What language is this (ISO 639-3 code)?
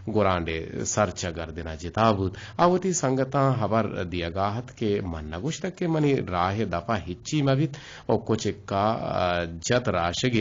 bgp